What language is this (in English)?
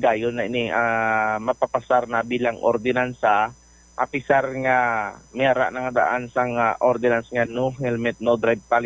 Hiligaynon